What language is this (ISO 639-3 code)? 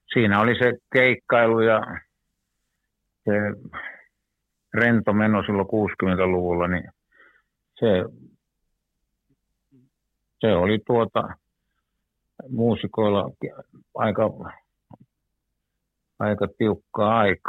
fin